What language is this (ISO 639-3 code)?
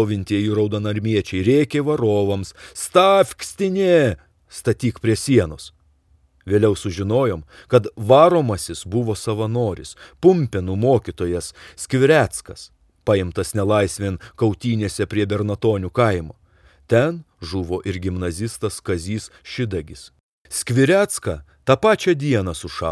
lit